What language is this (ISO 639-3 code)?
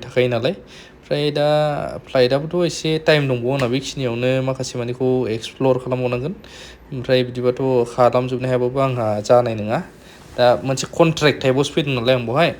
brx